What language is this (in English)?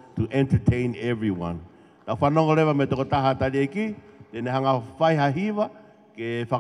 Tongan